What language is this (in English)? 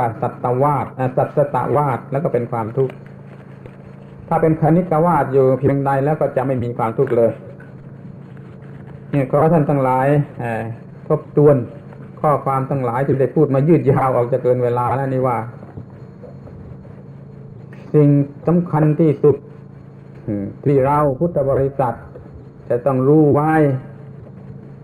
Thai